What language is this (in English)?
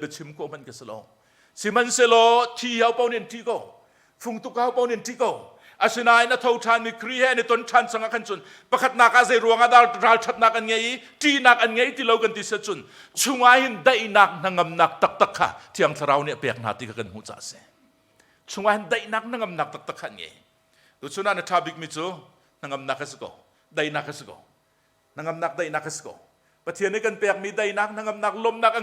Hakha Chin